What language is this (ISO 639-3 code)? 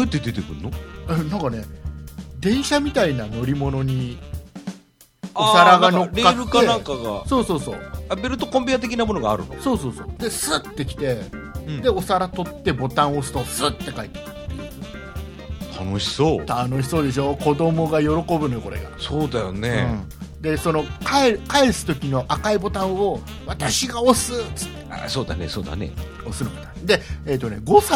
jpn